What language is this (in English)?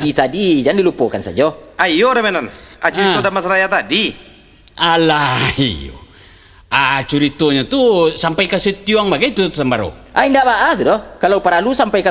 Minangkabau